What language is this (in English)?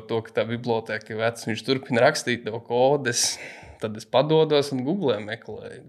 Latvian